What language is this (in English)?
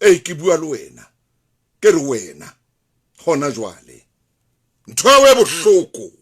Southern Sotho